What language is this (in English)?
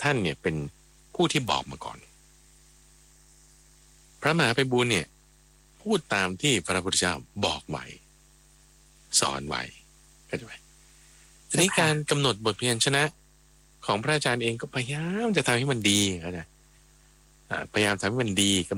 Thai